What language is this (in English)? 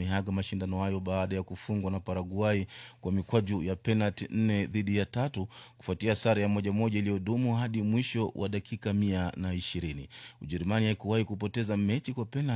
Swahili